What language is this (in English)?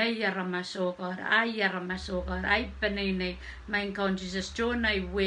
Pohnpeian